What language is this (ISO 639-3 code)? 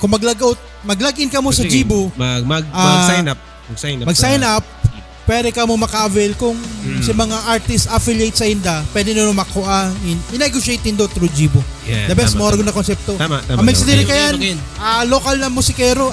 bik